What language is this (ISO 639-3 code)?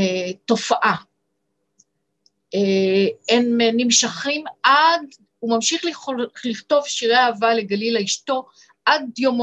heb